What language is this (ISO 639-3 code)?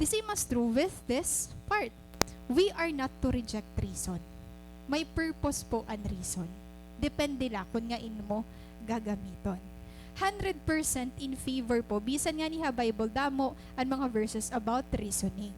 war